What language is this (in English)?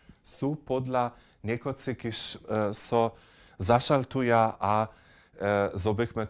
Upper Sorbian